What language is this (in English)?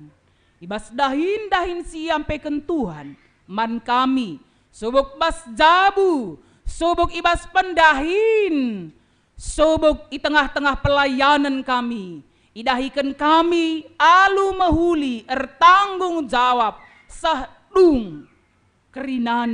Batak Karo